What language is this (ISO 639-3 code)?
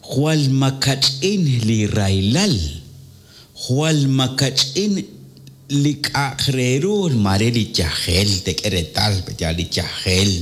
kek